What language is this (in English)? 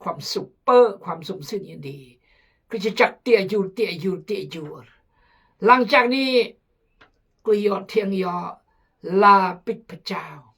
Khmu